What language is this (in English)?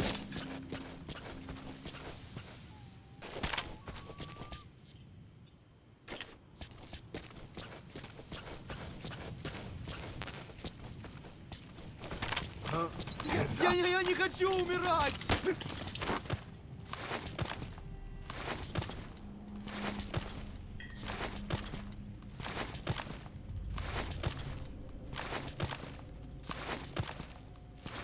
Russian